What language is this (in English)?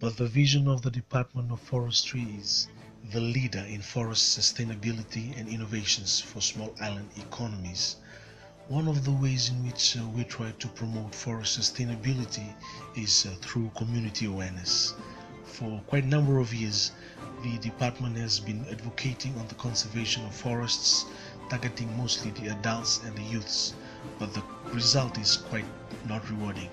Fijian